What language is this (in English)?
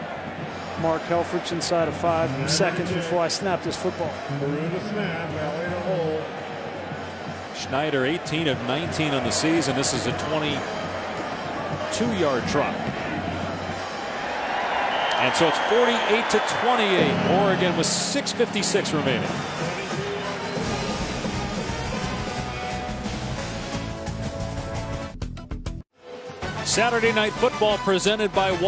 English